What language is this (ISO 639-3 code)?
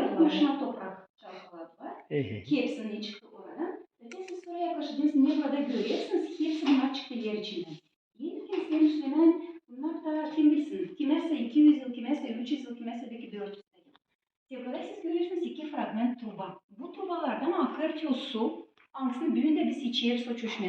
gag